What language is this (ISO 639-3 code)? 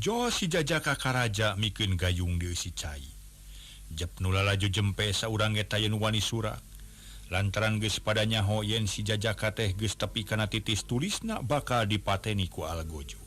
sun